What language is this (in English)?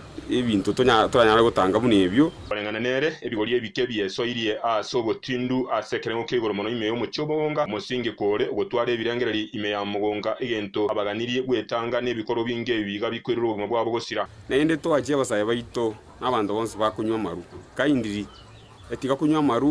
Gusii